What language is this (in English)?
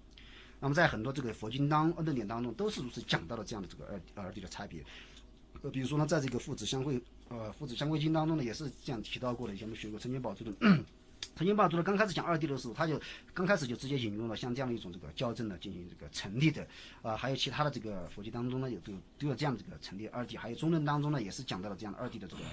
Chinese